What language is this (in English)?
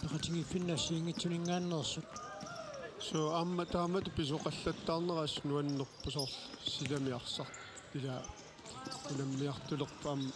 Kalaallisut